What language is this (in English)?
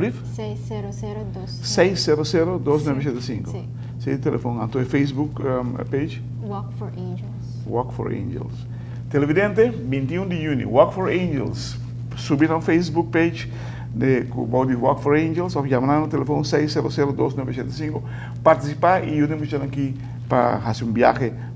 Papiamento